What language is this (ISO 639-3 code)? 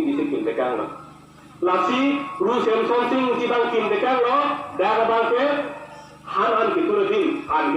mjw